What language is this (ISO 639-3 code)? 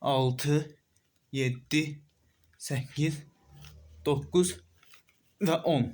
aze